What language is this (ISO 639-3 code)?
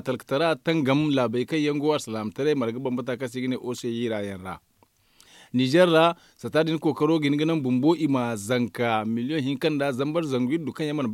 dje